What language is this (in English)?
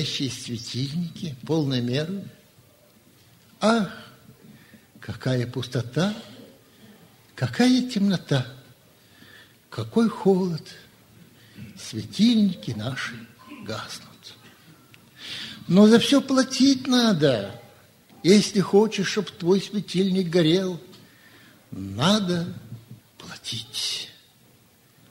Russian